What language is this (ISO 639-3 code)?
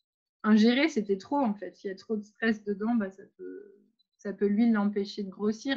fra